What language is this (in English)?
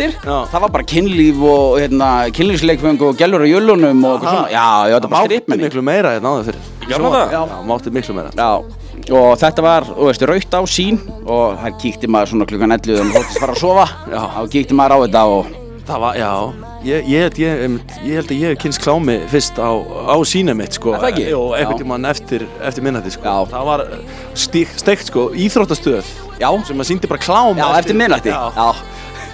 Icelandic